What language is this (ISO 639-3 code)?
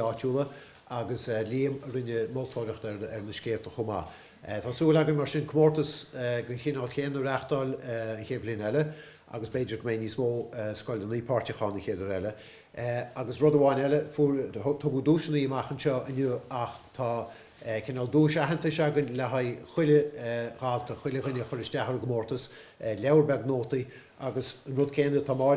gle